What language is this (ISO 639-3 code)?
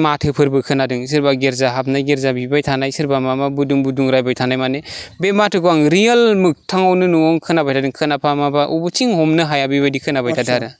brx